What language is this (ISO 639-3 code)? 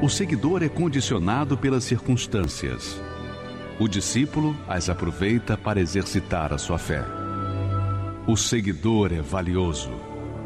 por